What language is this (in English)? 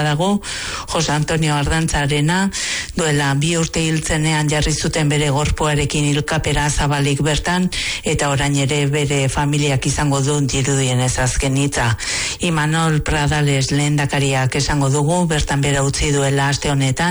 Basque